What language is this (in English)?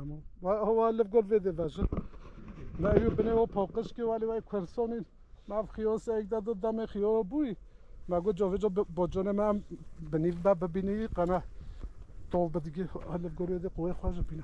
Kurdish